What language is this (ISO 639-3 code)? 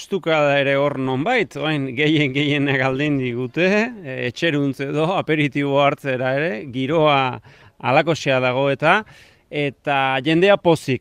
eus